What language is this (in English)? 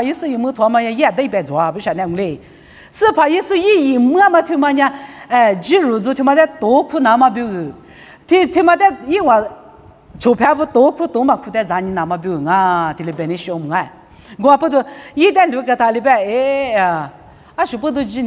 Lisu